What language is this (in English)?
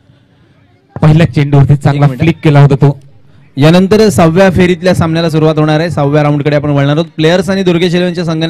Marathi